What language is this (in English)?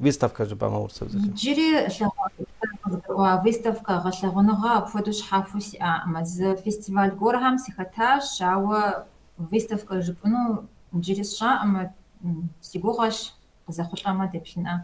Kabardian